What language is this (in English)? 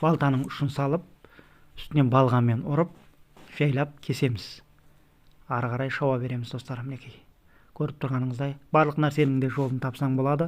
Kazakh